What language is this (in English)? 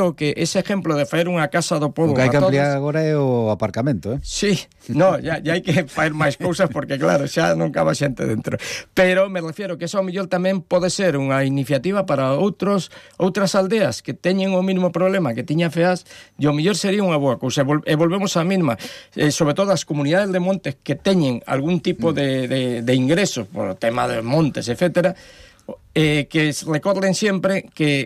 Galician